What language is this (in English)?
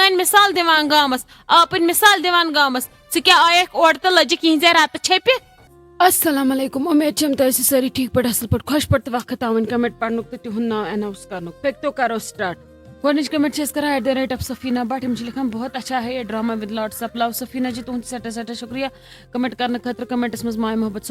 Kashmiri